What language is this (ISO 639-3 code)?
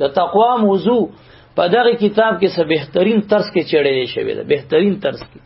pus